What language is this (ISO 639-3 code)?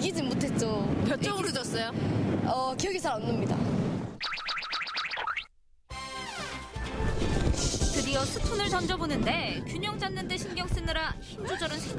kor